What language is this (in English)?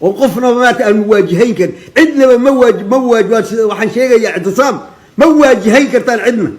Somali